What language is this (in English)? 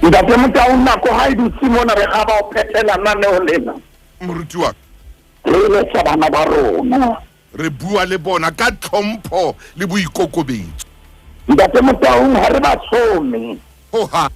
Southern Sotho